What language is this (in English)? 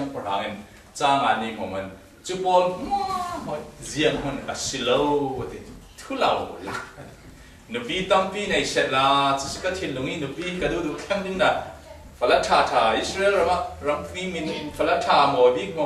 Falam Chin